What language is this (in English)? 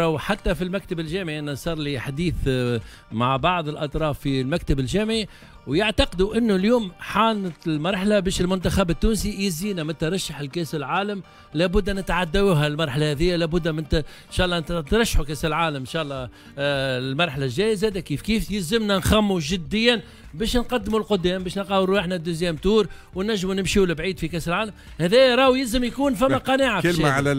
Tunisian Arabic